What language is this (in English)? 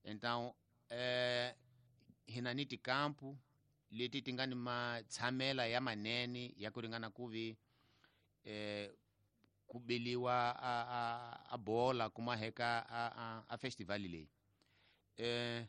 Tsonga